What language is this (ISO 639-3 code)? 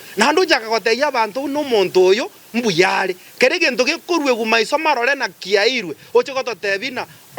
guz